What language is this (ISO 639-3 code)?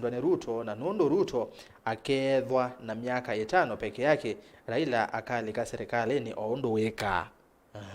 kam